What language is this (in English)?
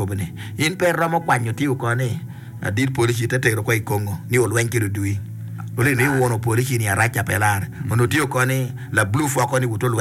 Acoli